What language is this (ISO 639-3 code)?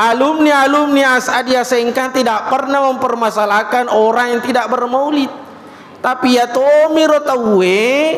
bug